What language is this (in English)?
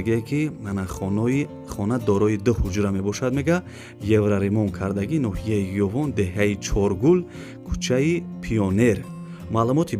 Tajik